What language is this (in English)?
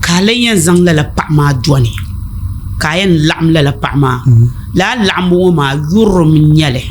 Dagbani